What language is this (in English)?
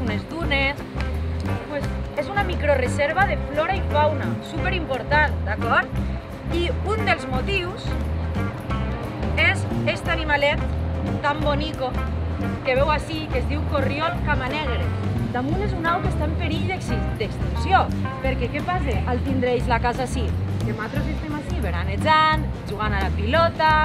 Catalan